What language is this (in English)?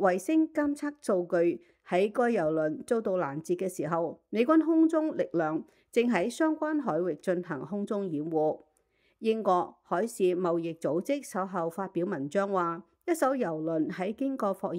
Cantonese